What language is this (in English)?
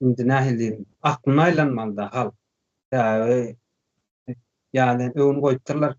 Turkmen